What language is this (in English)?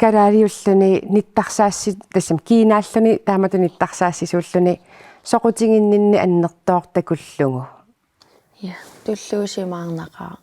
Kalaallisut